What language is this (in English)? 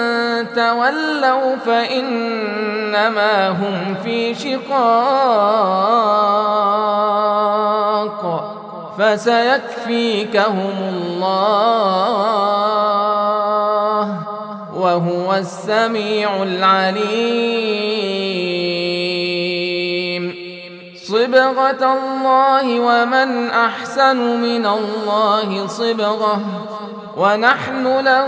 Arabic